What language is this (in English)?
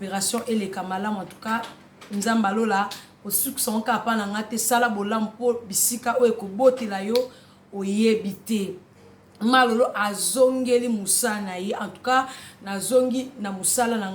Lingala